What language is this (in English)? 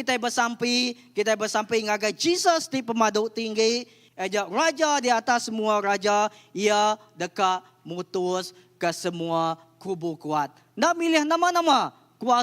Iban